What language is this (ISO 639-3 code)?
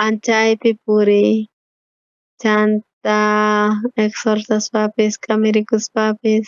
quh